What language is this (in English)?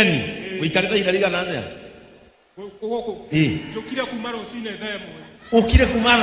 Kikuyu